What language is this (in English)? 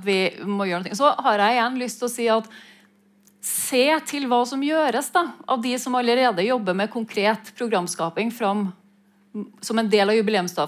Norwegian